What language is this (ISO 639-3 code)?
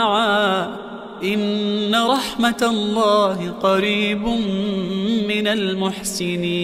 ara